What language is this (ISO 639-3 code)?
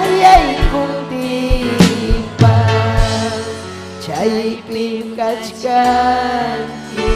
quy